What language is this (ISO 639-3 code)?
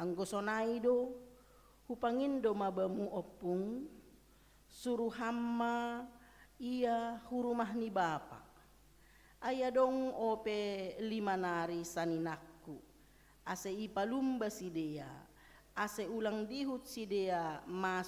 bts